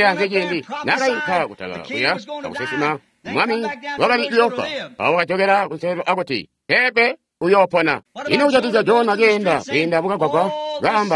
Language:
Tonga (Zambia)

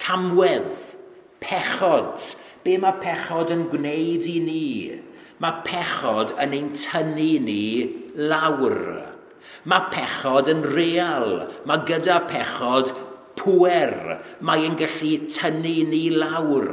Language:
Welsh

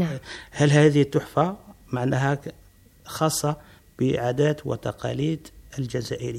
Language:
Algerian Arabic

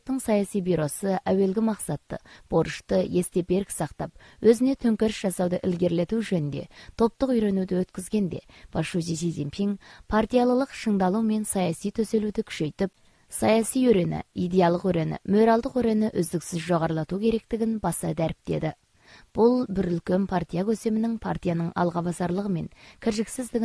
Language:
Kazakh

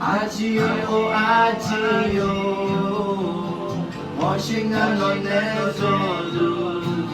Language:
Akha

